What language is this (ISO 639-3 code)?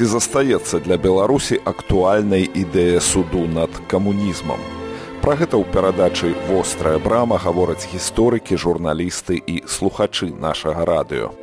bel